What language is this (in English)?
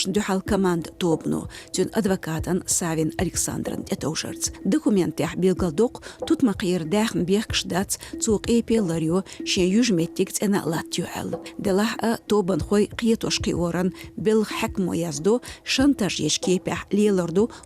Chechen